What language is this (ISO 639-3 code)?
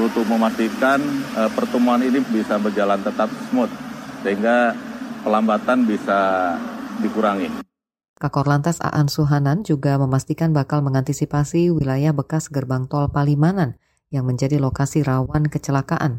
ind